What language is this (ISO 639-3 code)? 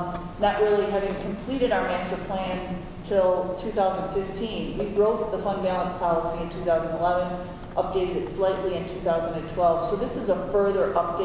eng